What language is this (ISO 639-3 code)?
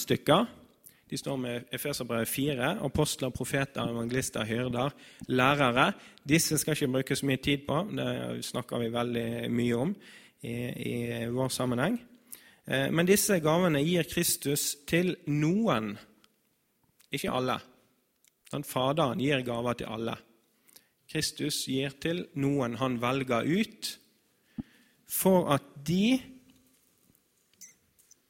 nor